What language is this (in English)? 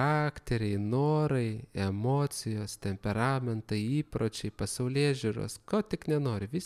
Lithuanian